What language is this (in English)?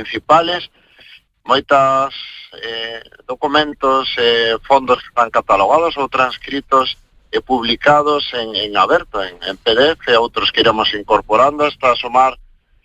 Galician